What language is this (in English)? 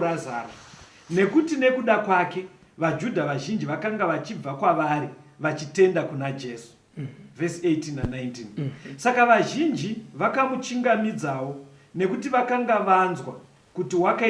Shona